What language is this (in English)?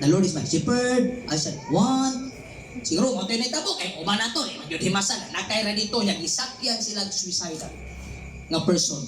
Cebuano